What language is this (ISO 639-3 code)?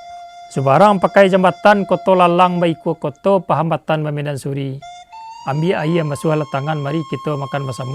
min